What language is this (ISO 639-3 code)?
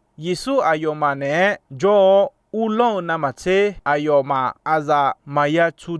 ahk